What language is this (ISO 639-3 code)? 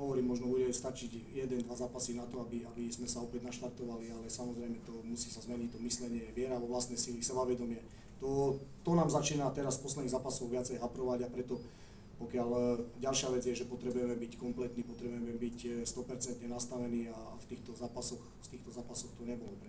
slk